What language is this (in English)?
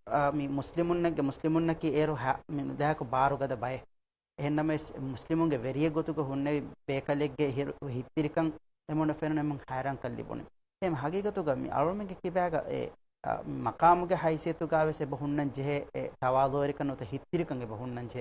Divehi